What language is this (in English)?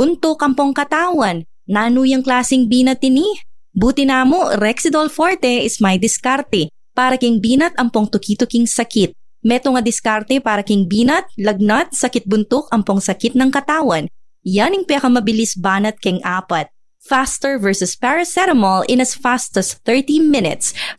Pampanga